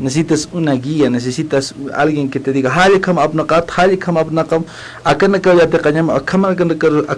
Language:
Aymara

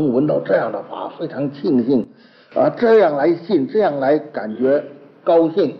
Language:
Chinese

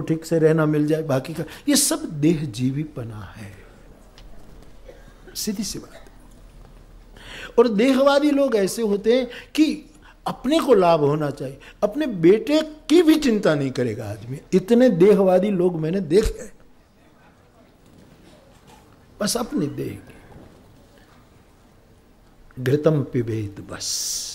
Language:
Hindi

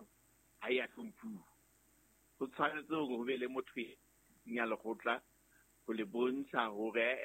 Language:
Southern Sotho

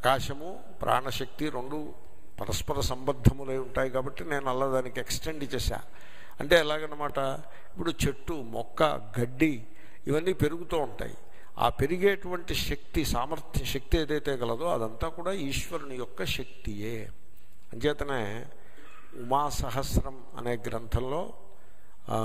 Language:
Telugu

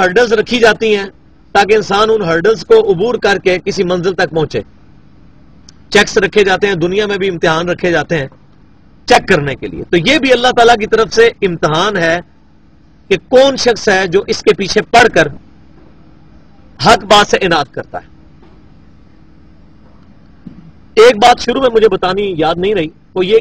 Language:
Urdu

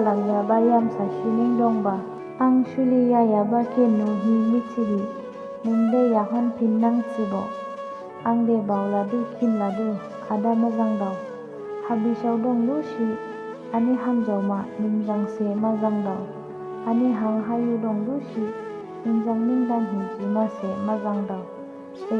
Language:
Dimasa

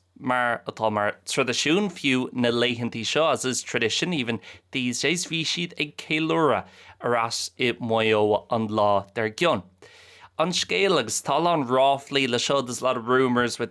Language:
Irish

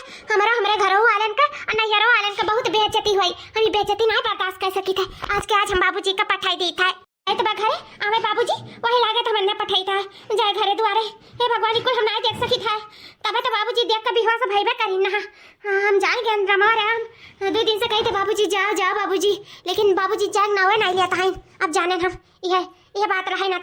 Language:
Awadhi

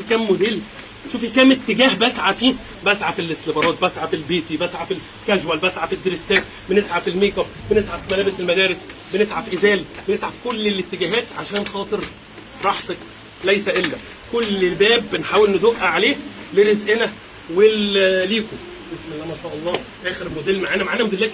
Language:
Egyptian Arabic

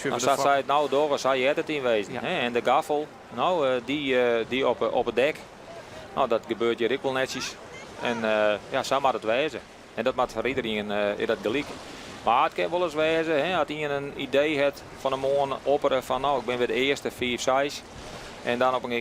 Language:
Western Frisian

